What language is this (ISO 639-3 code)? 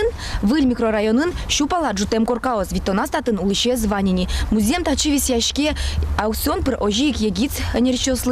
udm